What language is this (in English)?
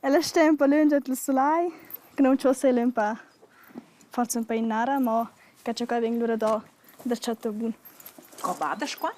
Romansh